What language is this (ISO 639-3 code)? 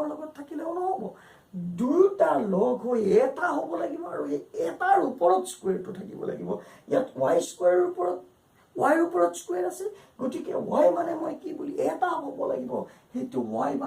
asm